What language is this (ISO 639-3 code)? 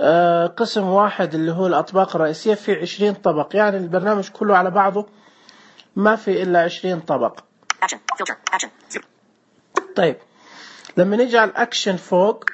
ars